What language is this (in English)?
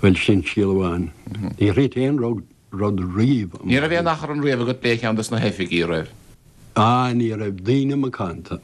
Irish